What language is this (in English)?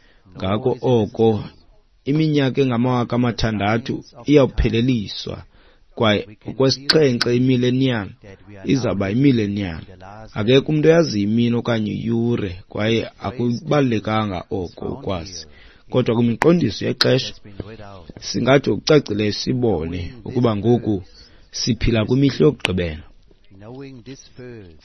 Xhosa